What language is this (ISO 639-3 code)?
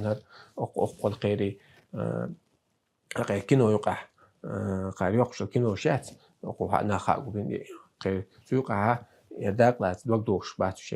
che